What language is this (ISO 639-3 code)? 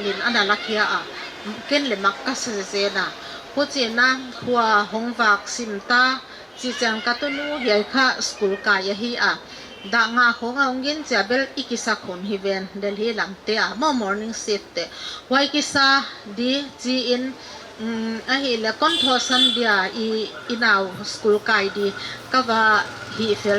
pck